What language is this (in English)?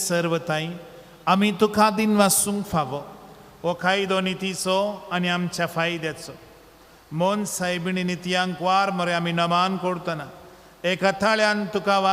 Konkani